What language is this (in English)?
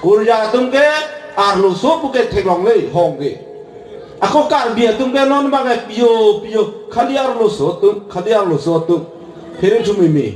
Karbi